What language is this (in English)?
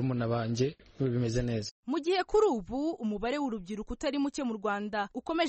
Kinyarwanda